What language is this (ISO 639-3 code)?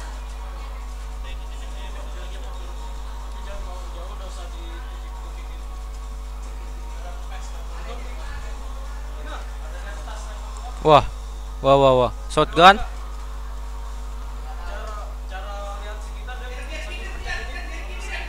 ind